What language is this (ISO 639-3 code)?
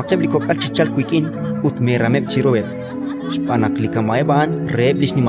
kek